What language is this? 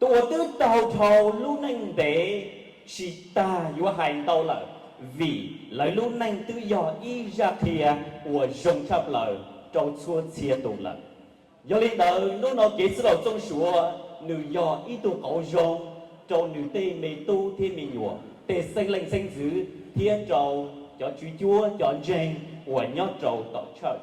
Hmong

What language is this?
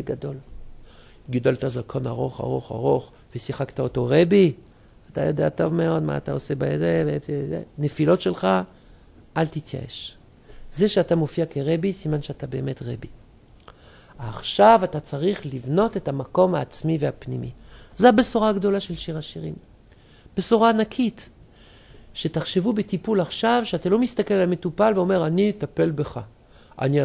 Hebrew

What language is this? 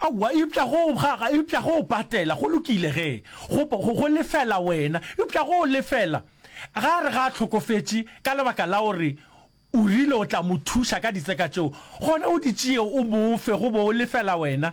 Northern Sotho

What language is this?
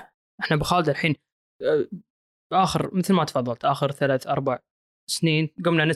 Gulf Arabic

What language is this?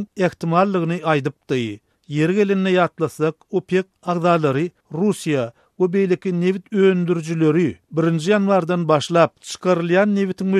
Turkmen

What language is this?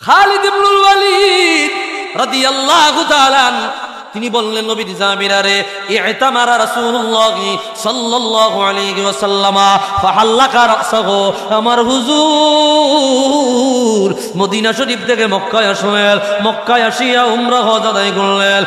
Sylheti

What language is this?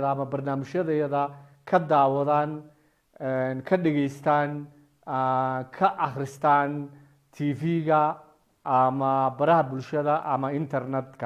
Somali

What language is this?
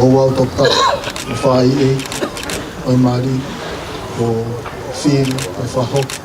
Tongan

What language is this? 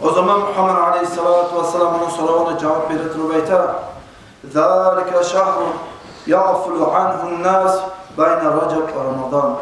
Kumyk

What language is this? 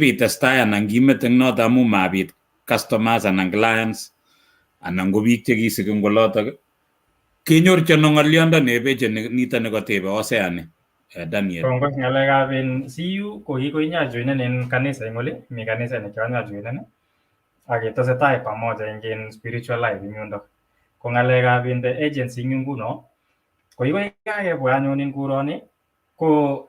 Kalenjin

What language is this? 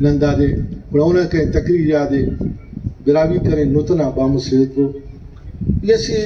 Brahui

